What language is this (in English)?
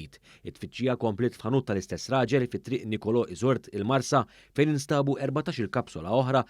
Maltese